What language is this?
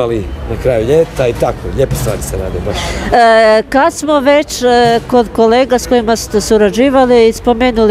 Croatian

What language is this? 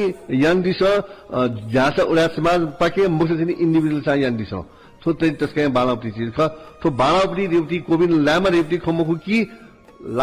Newari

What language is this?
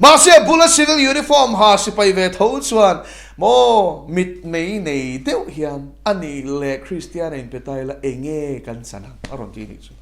Mizo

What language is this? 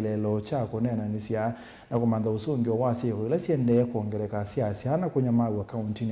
Kamba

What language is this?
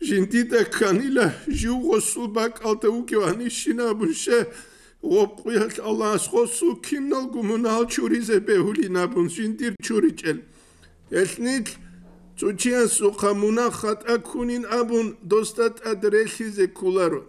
Avaric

